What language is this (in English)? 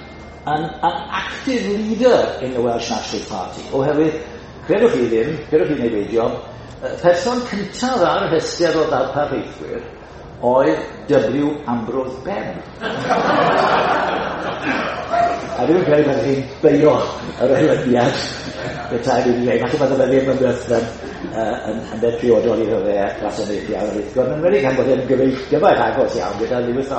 Welsh